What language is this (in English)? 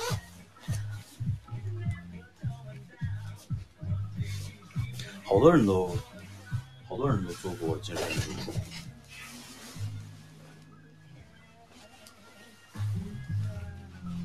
Chinese